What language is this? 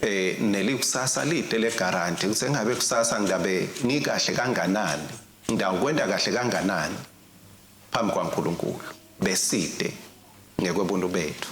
Swati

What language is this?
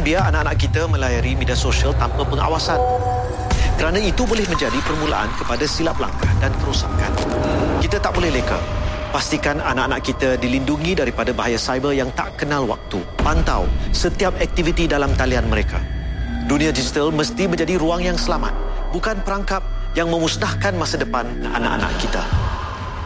Malay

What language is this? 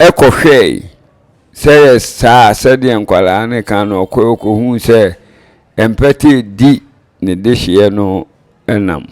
Akan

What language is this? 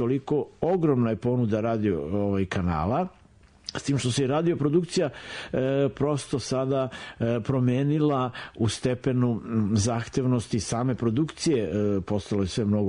Serbian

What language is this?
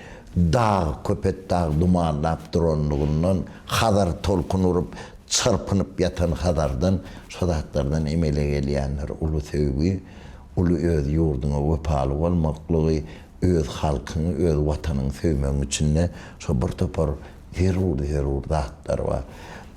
Turkmen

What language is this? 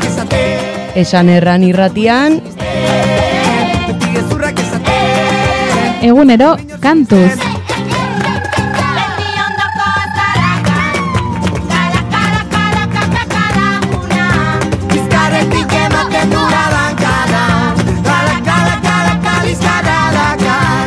Basque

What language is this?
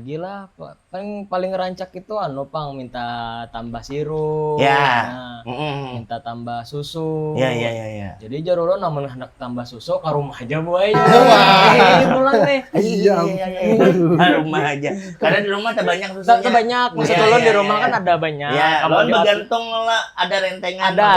Banjar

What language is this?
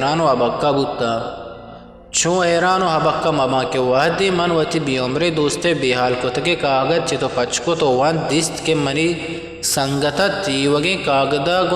Eastern Balochi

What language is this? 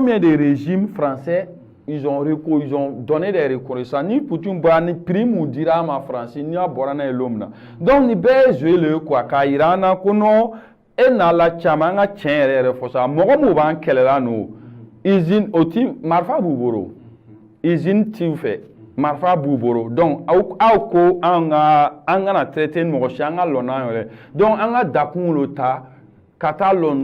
Bambara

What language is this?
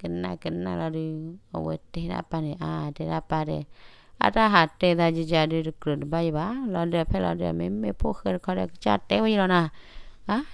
S'gaw Karen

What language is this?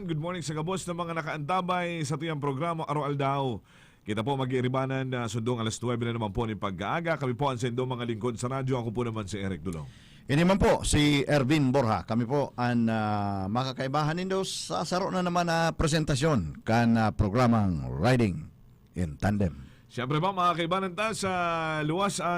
Bikol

